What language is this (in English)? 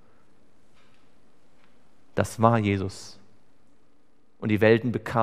German